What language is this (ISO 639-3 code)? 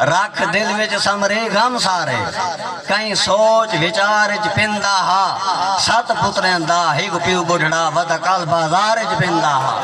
skr